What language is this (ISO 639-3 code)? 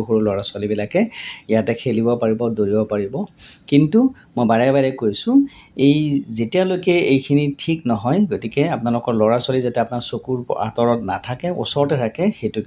asm